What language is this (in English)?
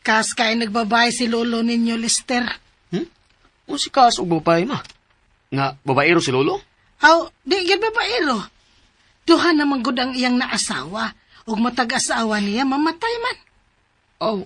Cebuano